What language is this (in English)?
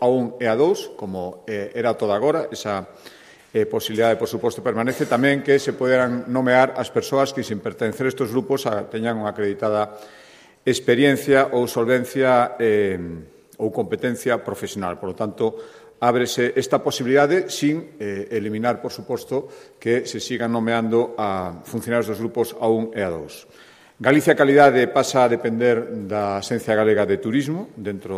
Galician